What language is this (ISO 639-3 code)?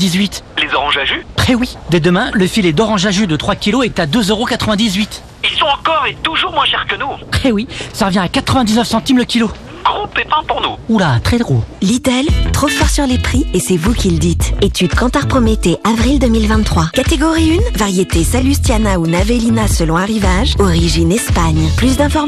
fra